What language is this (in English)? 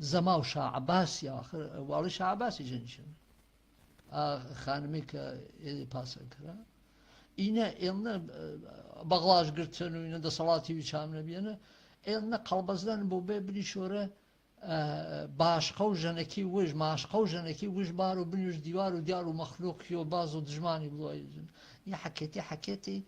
Gurani